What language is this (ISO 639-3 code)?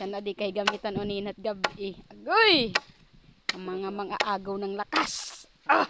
war